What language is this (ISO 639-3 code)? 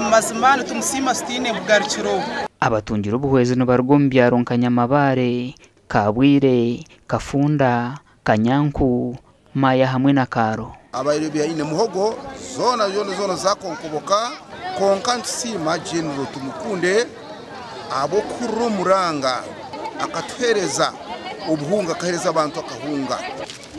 nyn